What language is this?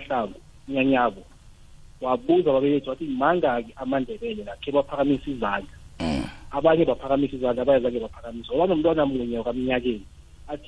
South Ndebele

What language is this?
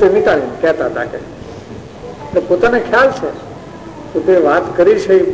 Gujarati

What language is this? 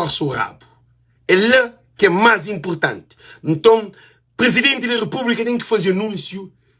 Kabuverdianu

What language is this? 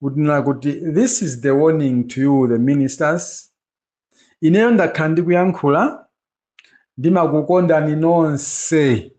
Nyanja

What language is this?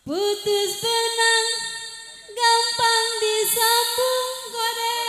Betawi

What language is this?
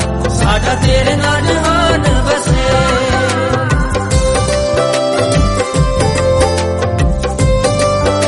Punjabi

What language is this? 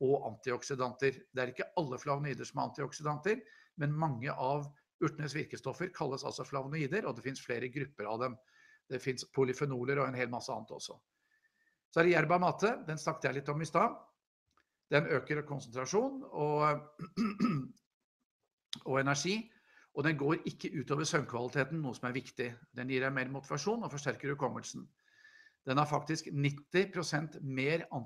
Norwegian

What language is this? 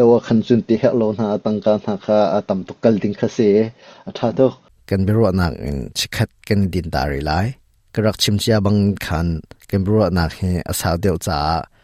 Hakha Chin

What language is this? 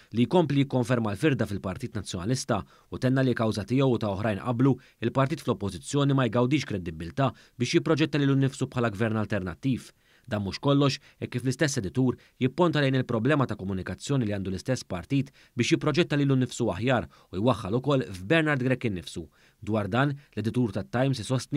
Maltese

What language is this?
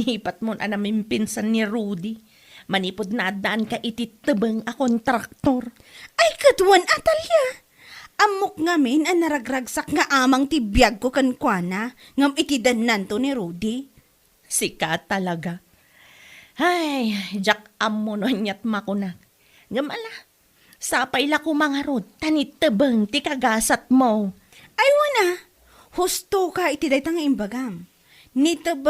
Iloko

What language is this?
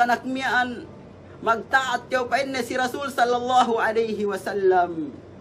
Yakan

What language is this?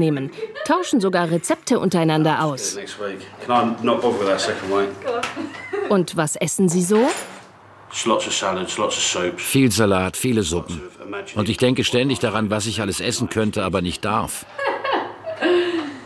German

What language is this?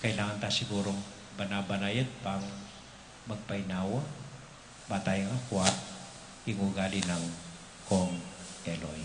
Pampanga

